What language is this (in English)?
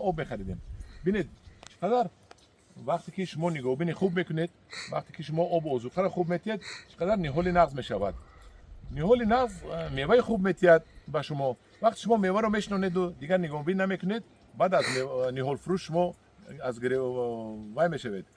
Tajik